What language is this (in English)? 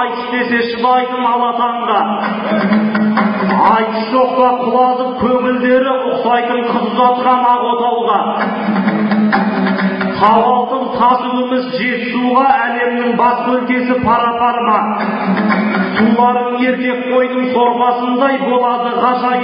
Kazakh